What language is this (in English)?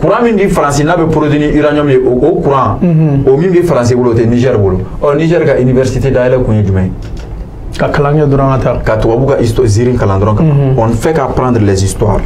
Bambara